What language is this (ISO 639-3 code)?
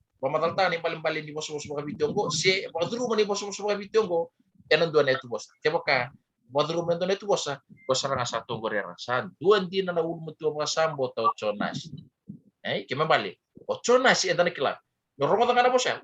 fij